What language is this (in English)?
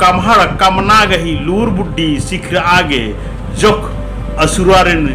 Kurukh